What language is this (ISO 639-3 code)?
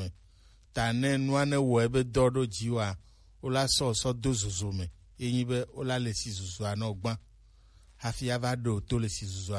gej